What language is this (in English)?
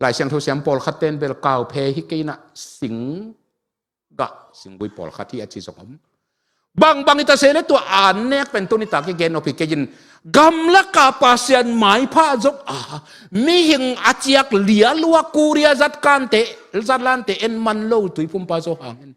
Tedim Chin